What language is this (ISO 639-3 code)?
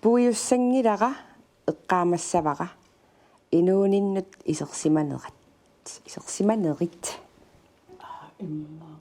kal